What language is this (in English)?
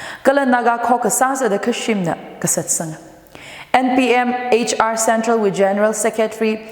Tangkhul Naga (India)